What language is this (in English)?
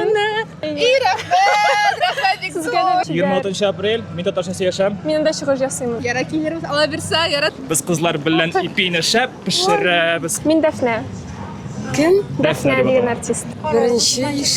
Tatar